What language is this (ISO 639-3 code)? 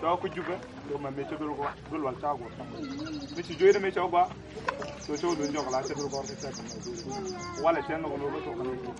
nus